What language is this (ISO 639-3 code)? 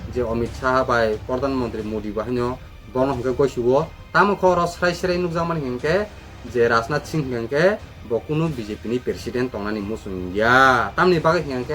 trp